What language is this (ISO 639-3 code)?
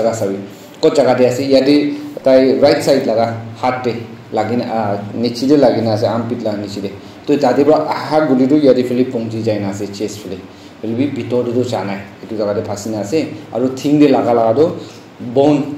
nag